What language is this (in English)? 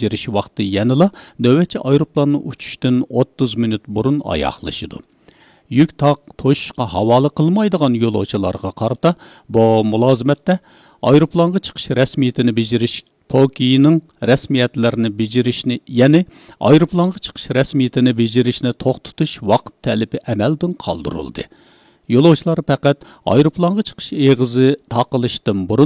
Uyghur